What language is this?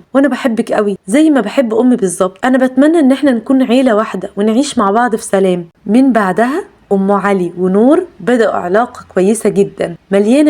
Egyptian Arabic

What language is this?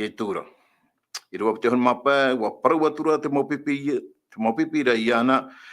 Tahitian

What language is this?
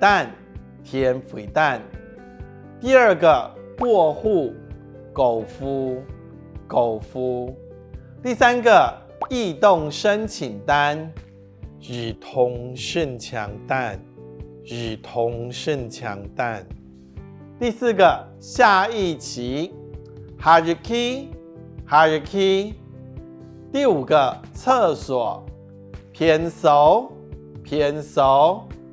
Hakka Chinese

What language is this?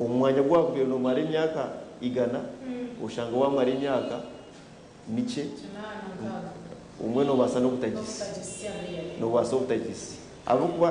Nyankole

